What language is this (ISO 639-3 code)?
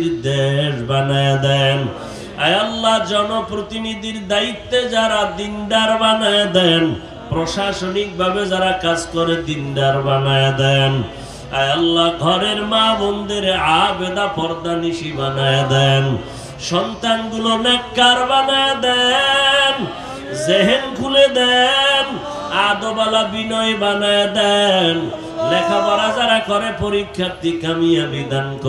ben